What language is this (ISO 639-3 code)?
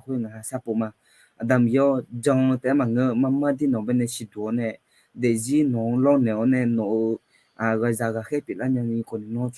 ahk